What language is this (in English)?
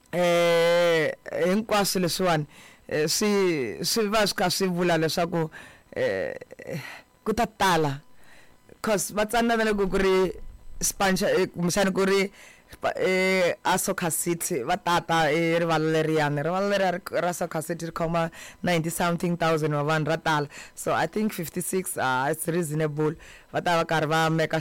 Tsonga